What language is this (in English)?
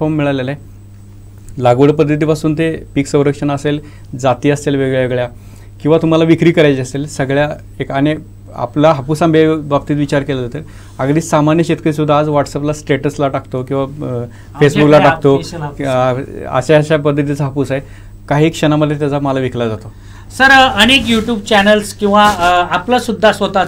Marathi